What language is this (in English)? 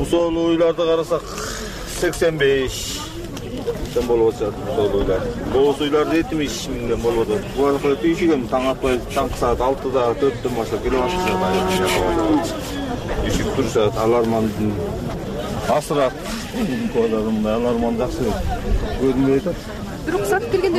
Kyrgyz